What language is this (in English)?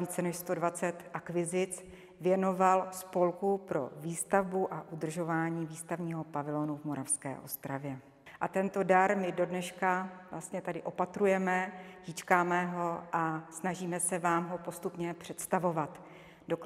Czech